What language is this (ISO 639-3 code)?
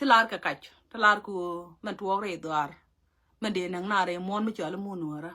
nus